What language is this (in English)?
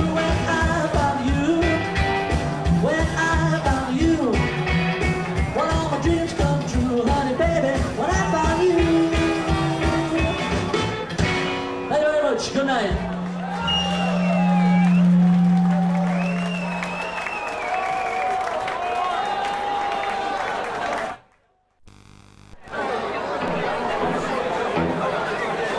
English